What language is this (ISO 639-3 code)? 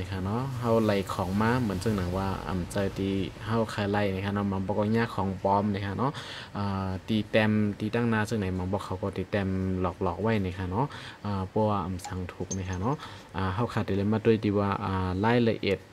shn